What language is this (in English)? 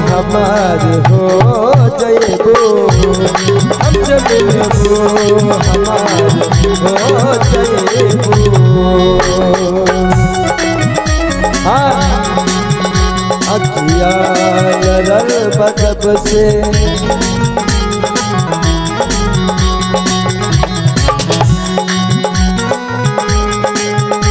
Bhojpuri